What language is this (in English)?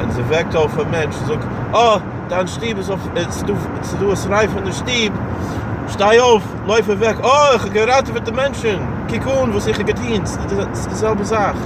Yiddish